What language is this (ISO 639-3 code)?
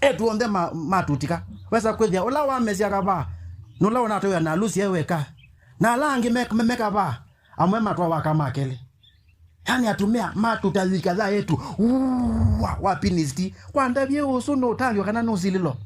kam